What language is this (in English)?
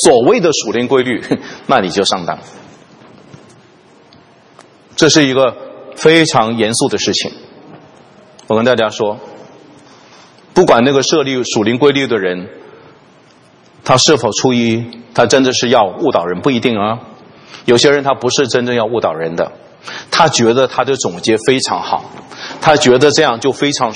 Chinese